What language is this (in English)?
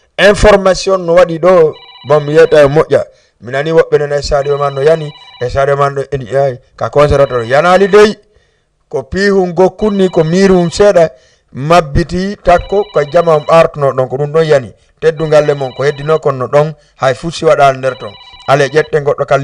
Fula